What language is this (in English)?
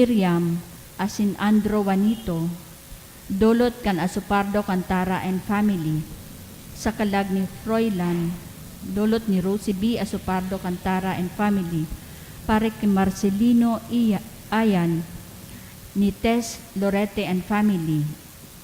Bikol